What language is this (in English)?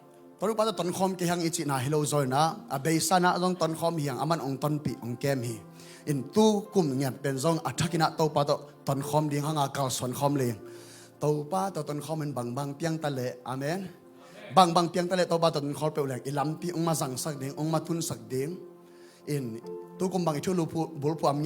Tedim Chin